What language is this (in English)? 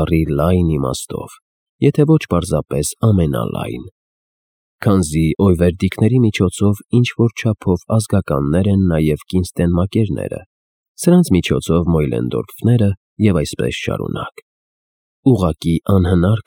Armenian